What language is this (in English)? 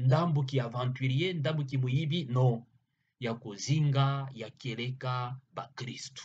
Kituba (Democratic Republic of Congo)